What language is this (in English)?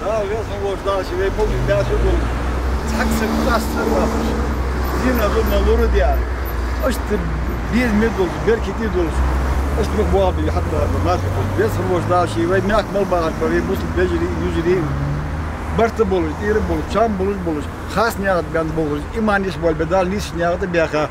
Ingush